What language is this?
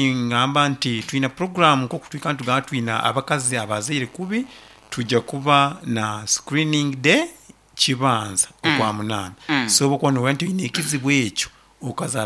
Nyoro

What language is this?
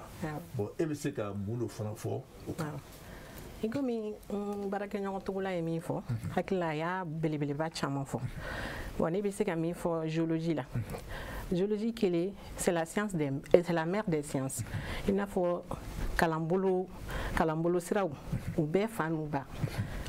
Bambara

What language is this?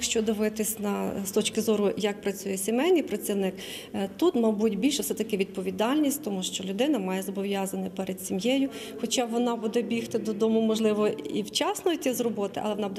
Ukrainian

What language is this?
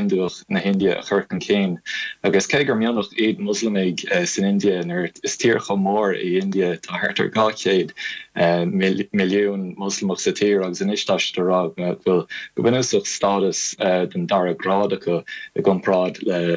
Irish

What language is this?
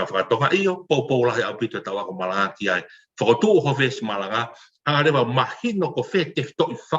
Tongan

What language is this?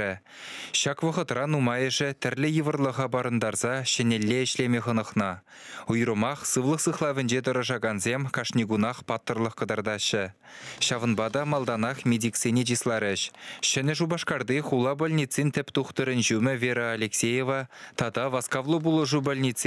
Chuvash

